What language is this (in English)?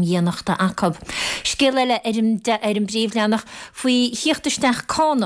Irish